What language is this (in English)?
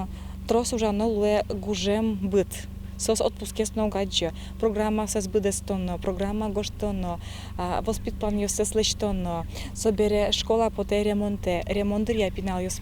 Udmurt